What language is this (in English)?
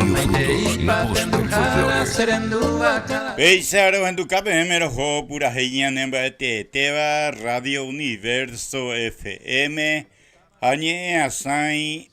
Guarani